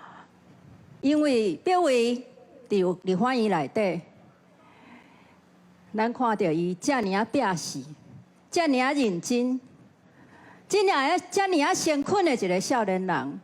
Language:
Min Nan Chinese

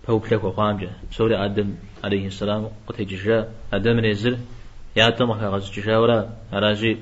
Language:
Kabardian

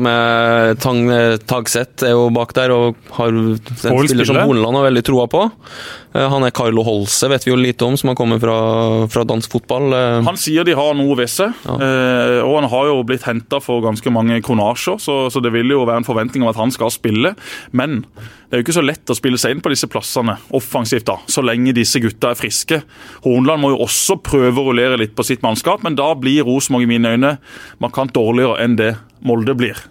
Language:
Norwegian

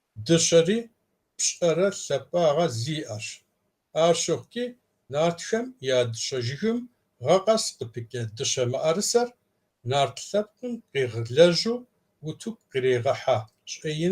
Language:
Kabardian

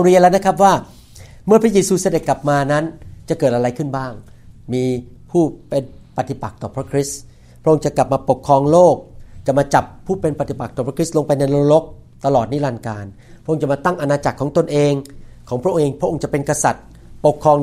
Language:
Thai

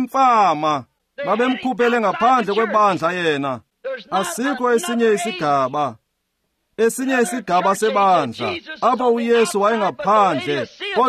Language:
Xhosa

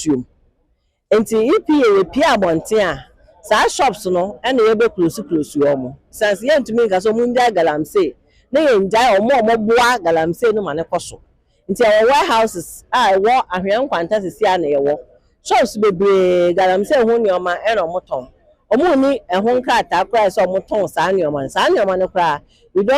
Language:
Akan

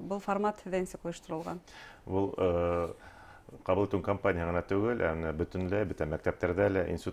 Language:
Bashkir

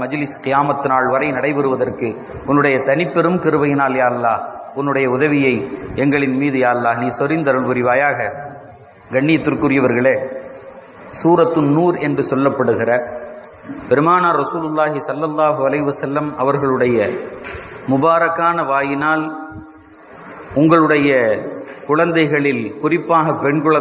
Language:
Tamil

